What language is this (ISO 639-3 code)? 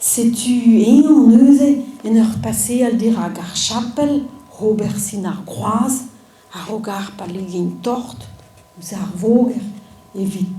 bre